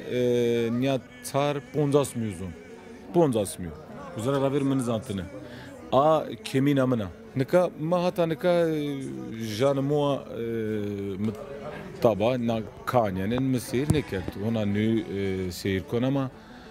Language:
Zaza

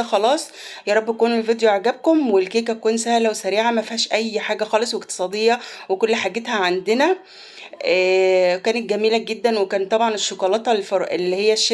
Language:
Egyptian Arabic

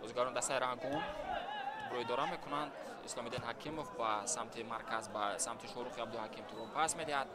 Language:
Tajik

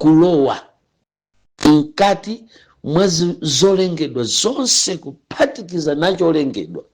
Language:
Nyanja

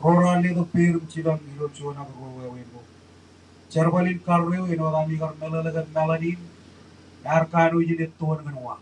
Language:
Marshallese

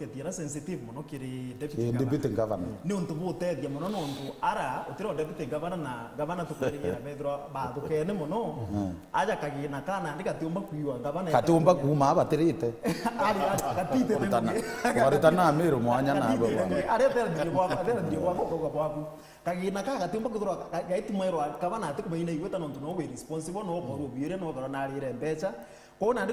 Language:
Meru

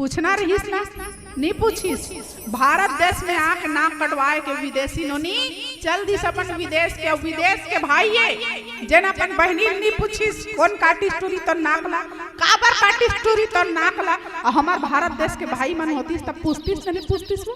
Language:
Chhattisgarhi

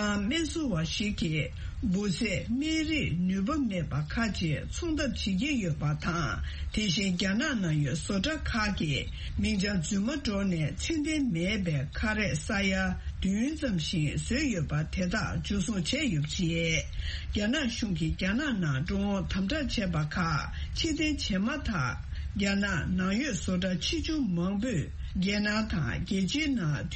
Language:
Tibetan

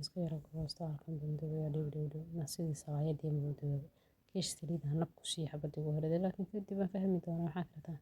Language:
Somali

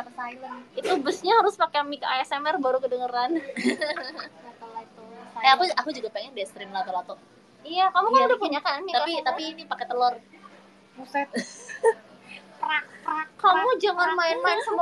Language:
Indonesian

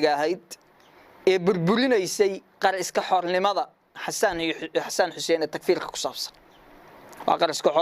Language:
Somali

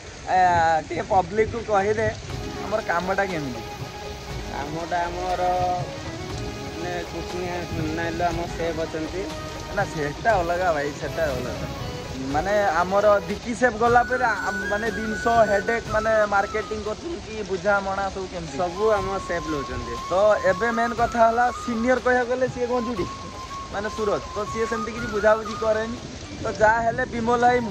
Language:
Odia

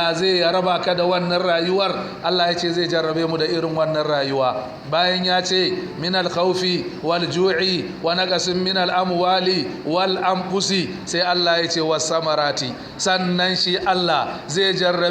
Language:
Hausa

